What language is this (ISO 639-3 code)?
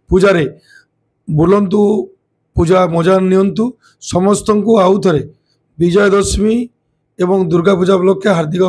ori